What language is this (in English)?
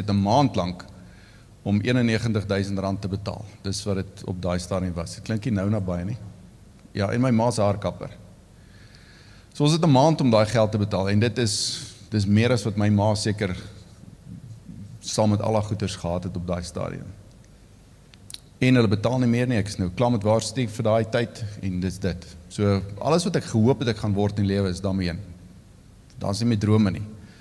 Afrikaans